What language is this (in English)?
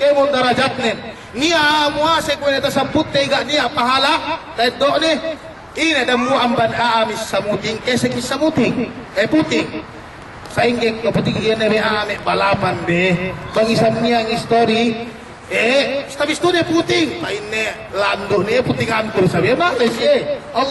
Yakan